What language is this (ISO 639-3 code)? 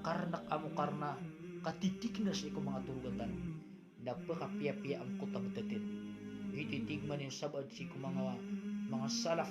mrw